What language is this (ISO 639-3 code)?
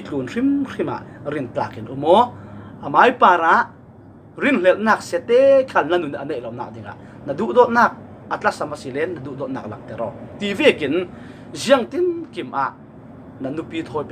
cfm